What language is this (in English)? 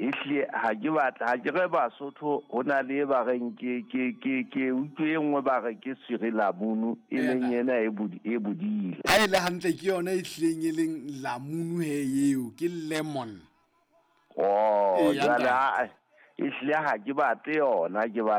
Southern Sotho